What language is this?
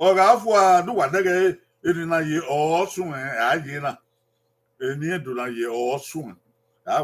Bini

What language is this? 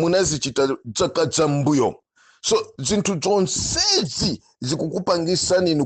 Nyanja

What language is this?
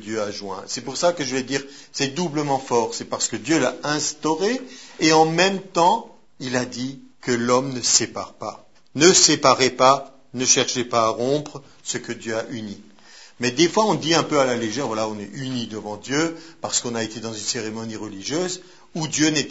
French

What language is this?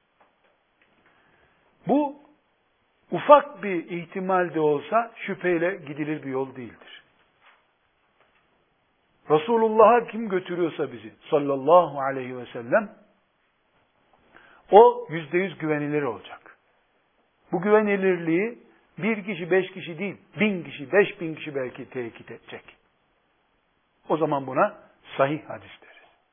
Turkish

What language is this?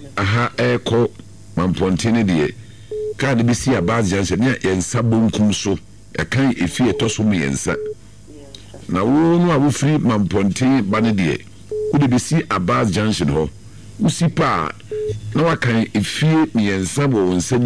Akan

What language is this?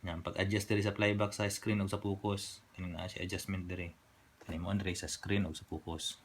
Cebuano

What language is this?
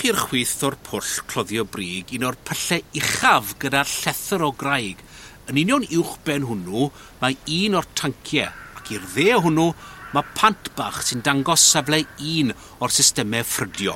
Welsh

